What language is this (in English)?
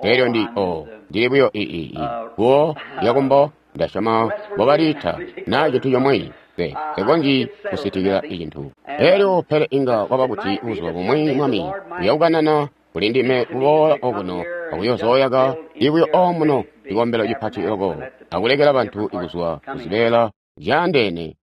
Tonga (Zambia)